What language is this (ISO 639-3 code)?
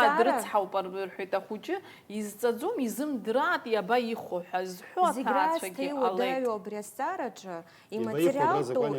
abk